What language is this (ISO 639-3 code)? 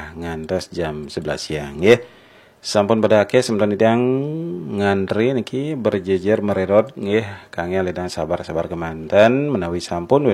ban